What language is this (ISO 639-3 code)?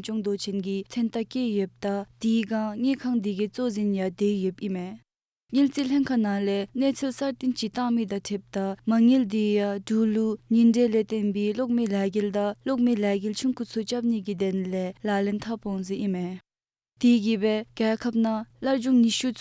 dzo